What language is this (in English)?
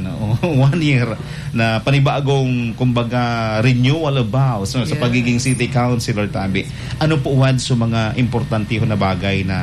Bikol